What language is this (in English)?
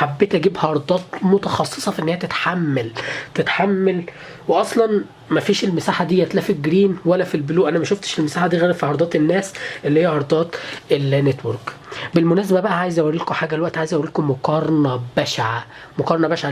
Egyptian Arabic